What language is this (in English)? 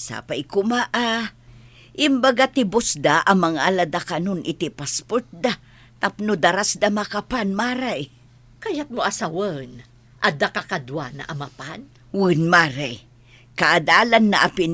Iloko